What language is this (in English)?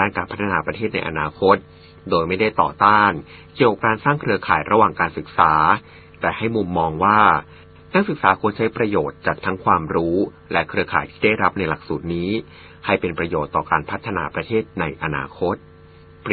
Thai